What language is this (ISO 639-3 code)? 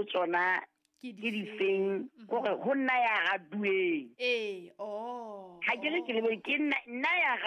sot